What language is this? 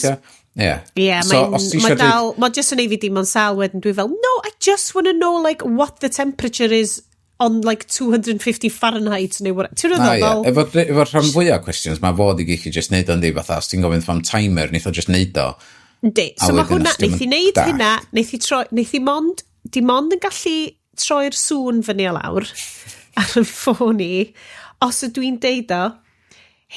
Welsh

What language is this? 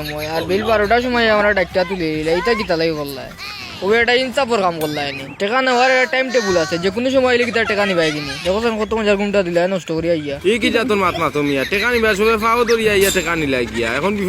Sylheti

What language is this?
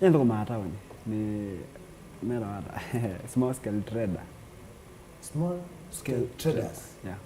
Kamba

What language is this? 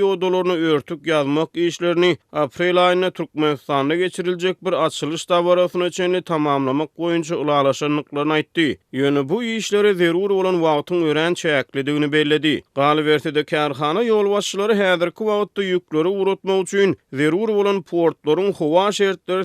Turkmen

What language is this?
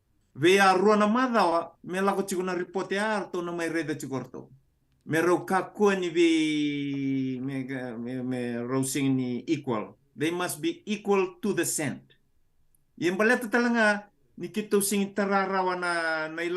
Fijian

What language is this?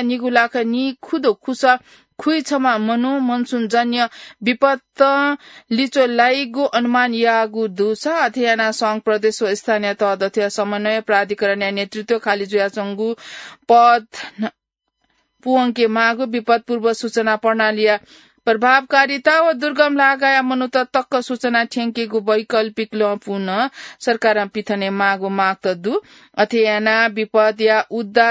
Newari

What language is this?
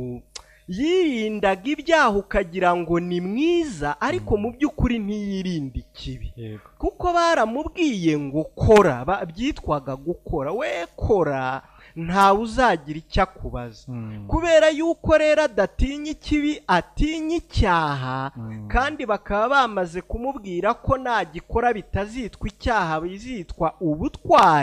Kinyarwanda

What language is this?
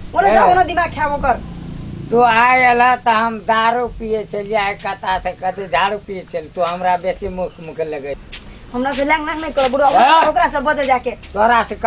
Maithili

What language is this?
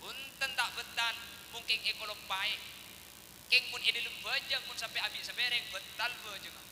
Madurese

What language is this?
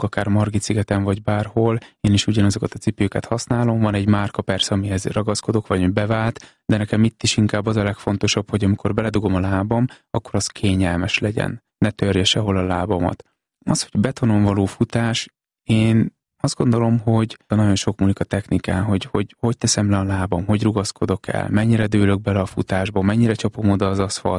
Hungarian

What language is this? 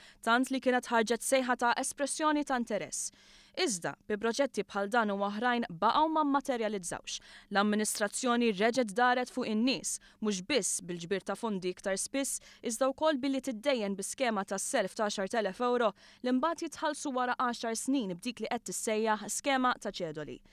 Maltese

